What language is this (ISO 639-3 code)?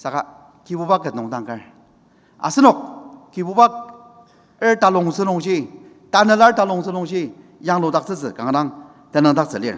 njo